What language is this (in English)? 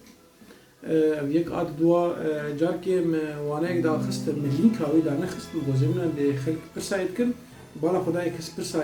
Kurdish